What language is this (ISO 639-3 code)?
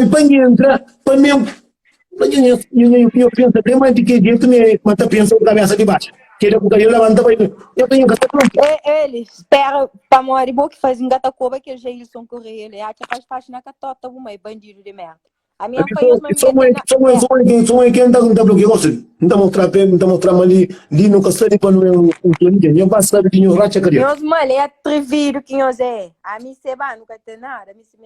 kea